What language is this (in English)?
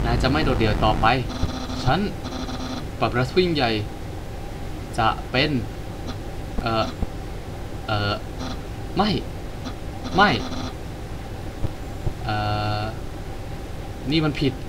Thai